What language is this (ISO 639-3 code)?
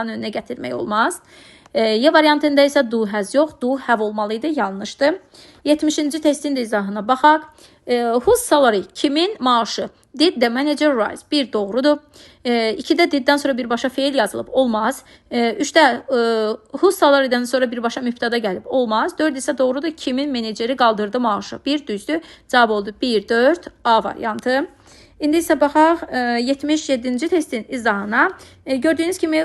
aze